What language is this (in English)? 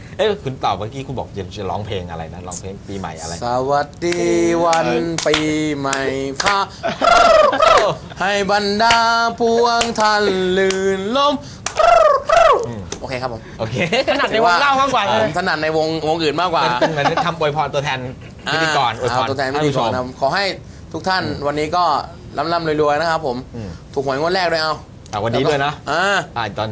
Thai